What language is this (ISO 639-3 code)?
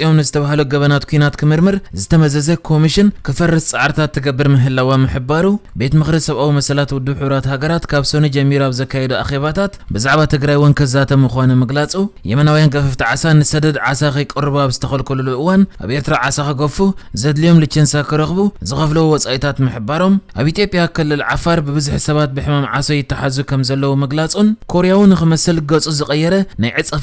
tir